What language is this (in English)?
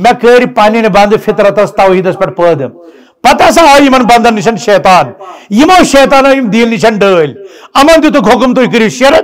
Kashmiri